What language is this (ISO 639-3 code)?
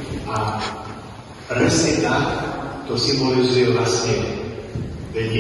slk